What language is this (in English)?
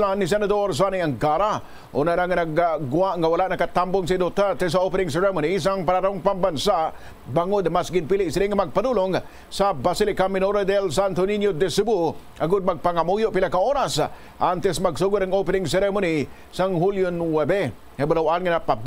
Hiligaynon